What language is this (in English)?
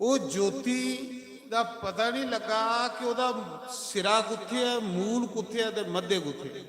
Dogri